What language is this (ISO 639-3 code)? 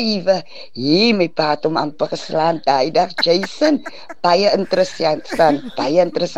afr